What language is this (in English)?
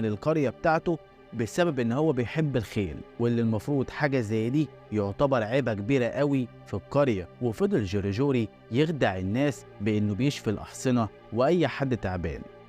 Egyptian Arabic